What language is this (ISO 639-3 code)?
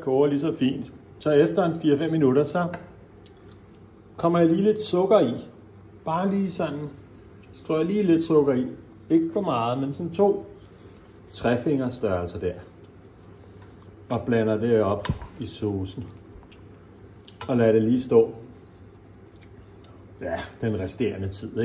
dan